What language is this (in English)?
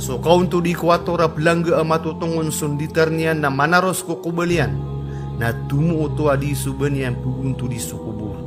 Maranao